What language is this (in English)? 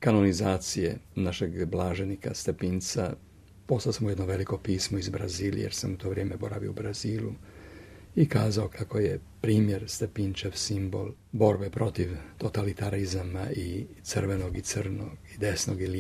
Croatian